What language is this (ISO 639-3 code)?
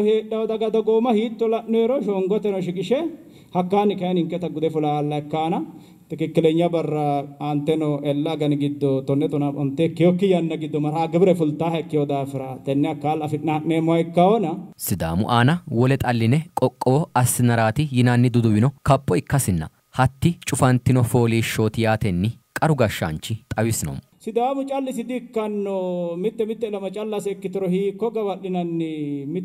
sid